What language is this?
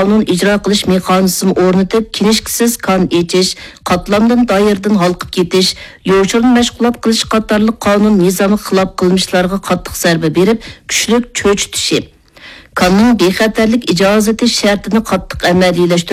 Uyghur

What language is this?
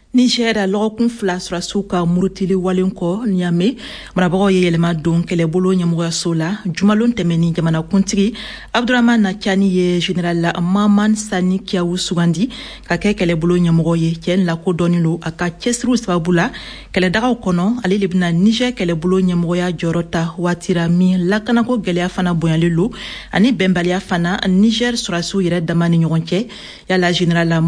Bambara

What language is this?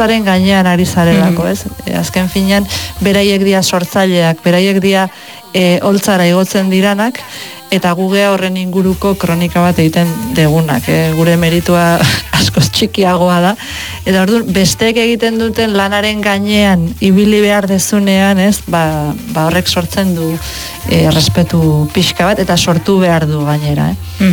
Basque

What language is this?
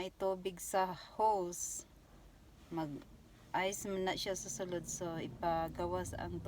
Cebuano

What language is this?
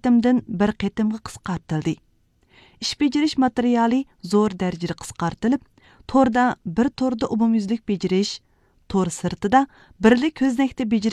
Uyghur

